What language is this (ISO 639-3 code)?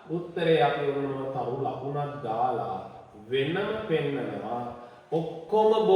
sin